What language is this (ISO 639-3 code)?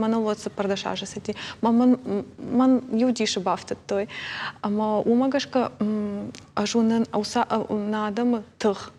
oss